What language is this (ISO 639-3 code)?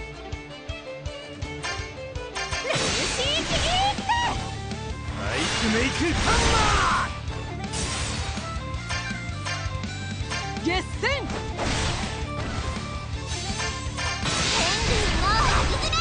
jpn